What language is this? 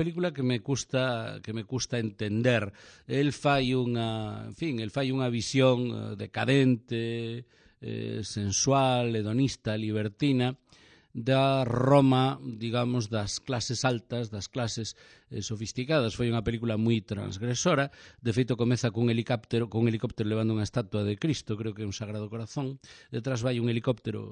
Galician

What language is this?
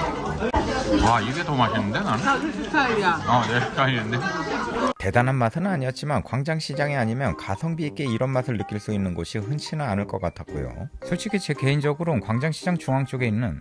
Korean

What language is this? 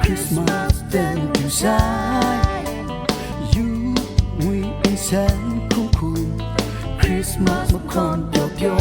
Kachin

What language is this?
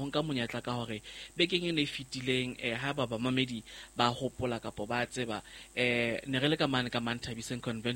Southern Sotho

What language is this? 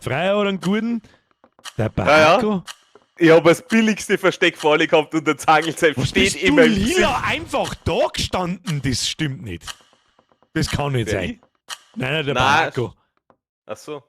Bavarian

